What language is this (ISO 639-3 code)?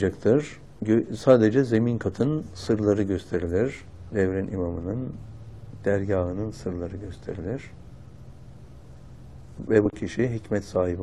tur